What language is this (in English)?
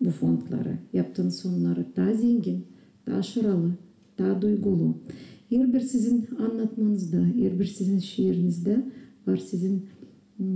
Gagauz